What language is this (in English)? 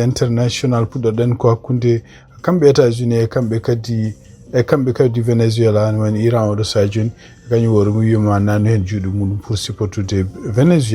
Fula